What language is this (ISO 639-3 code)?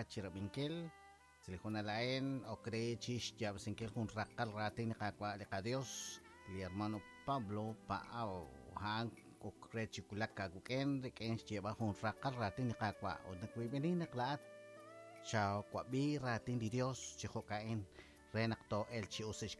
kek